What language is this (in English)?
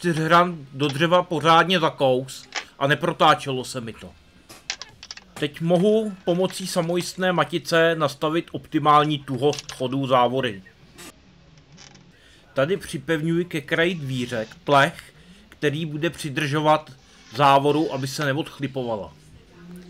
Czech